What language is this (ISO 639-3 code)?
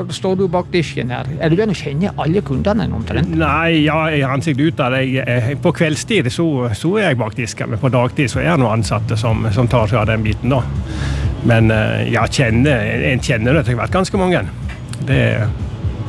nor